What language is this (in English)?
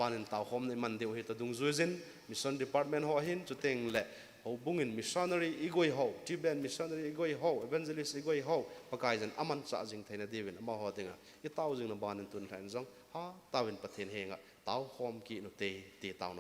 Thado Chin